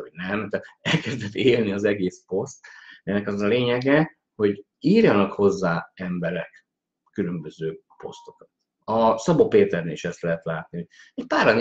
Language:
Hungarian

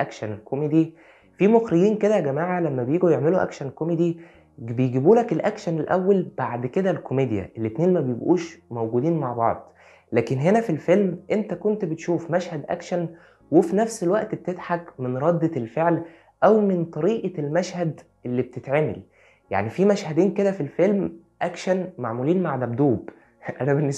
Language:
Egyptian Arabic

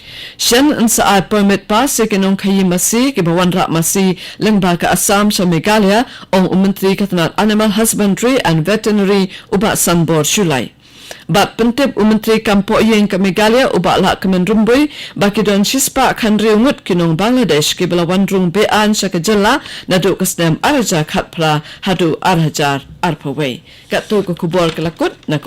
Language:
Khasi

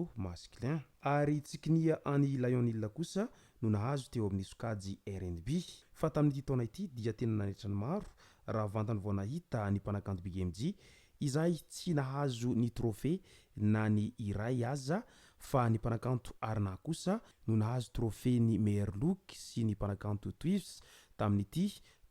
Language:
Malagasy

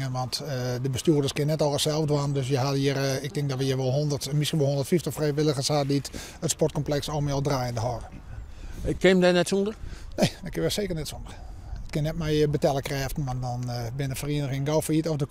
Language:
Western Frisian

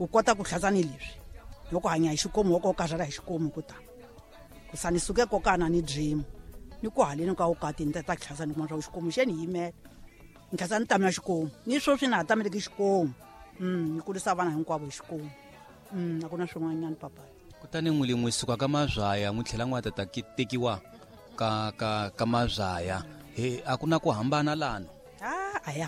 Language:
Tsonga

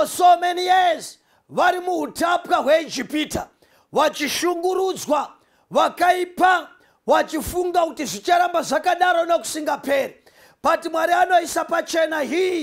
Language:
Shona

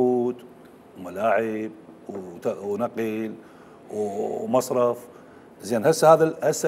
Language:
Mesopotamian Arabic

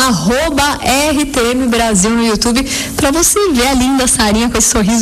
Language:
Portuguese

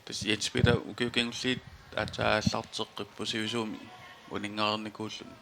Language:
Kalaallisut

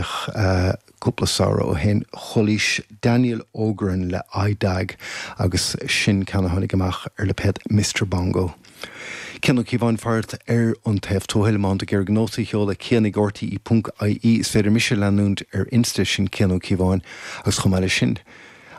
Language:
Irish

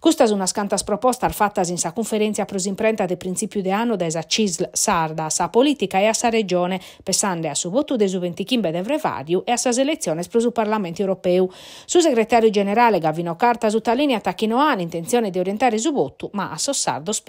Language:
Sardinian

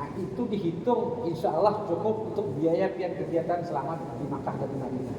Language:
Banjar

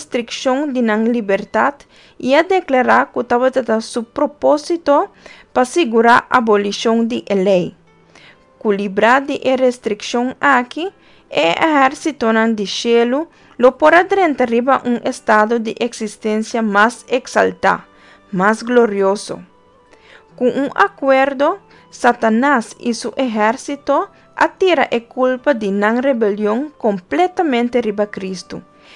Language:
Papiamento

